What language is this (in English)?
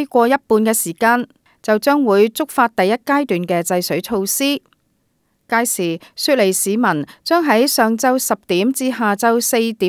Cantonese